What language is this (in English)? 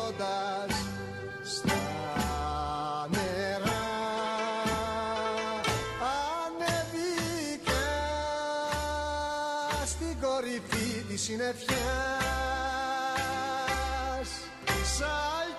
Greek